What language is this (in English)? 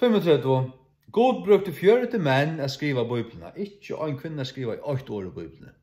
Faroese